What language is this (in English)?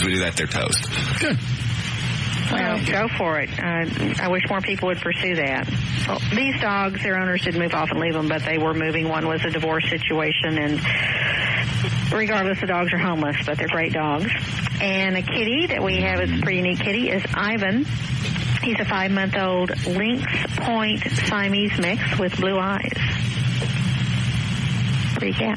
English